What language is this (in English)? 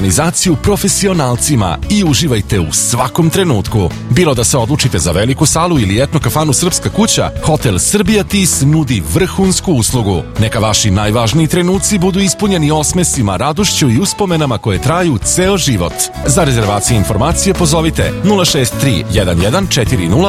Serbian